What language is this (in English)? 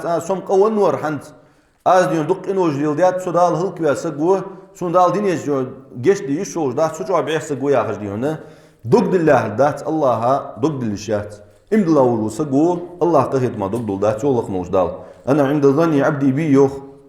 Ingush